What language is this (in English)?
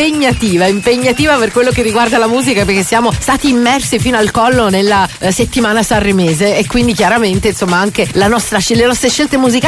Italian